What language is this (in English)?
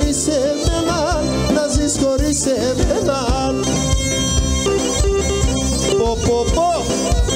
Greek